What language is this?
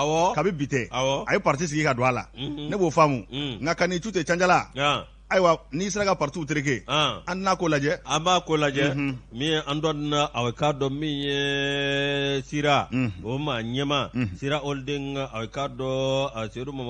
Bambara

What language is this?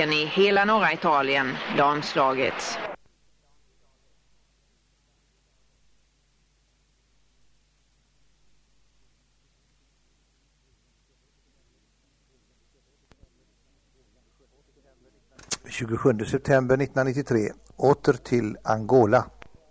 Swedish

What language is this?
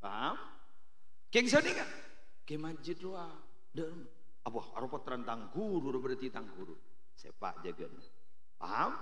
Madurese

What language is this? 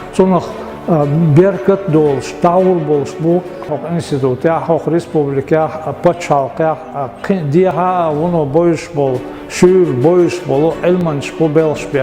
Chechen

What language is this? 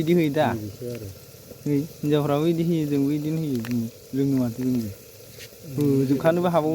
Bodo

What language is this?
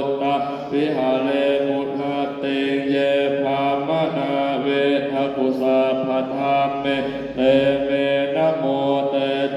Pali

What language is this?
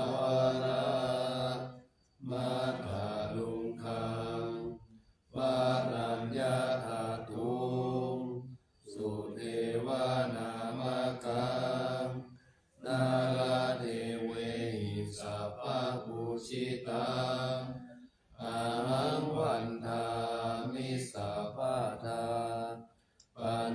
Pali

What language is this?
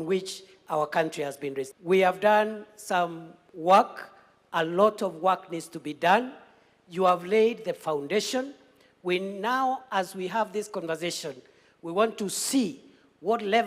Gusii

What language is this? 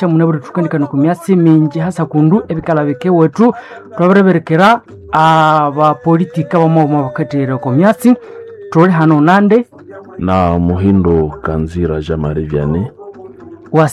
Nande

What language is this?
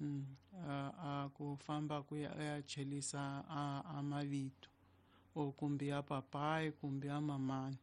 Tsonga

